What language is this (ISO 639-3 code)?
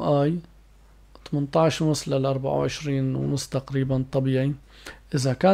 apc